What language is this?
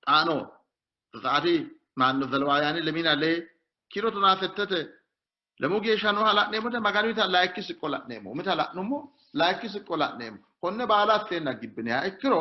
Sidamo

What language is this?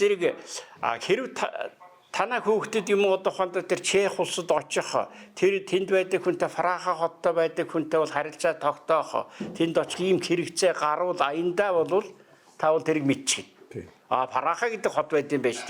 Mongolian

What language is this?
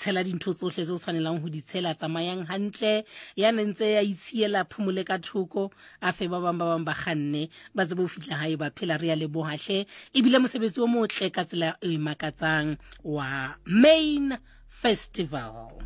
Southern Sotho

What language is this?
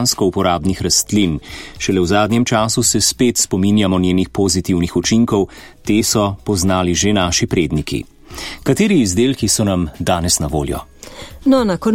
Slovenian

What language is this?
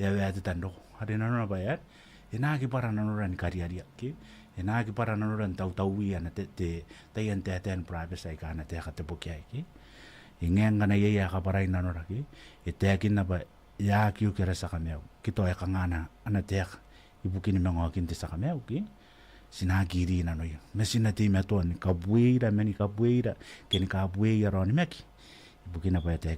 Gilbertese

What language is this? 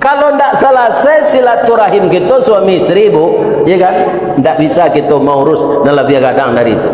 Minangkabau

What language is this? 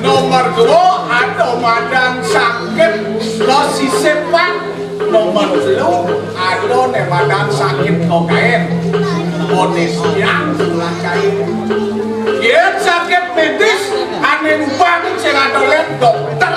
Balinese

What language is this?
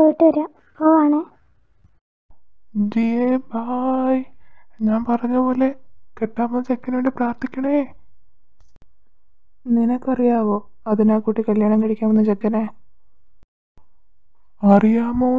Malayalam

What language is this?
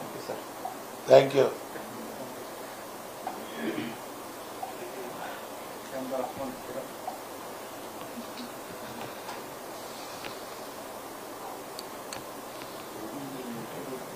Kannada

